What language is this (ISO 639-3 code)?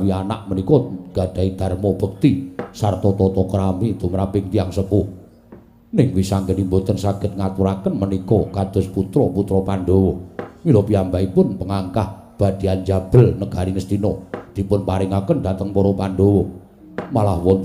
jav